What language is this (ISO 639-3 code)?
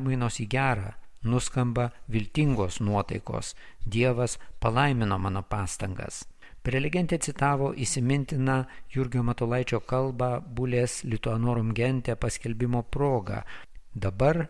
lit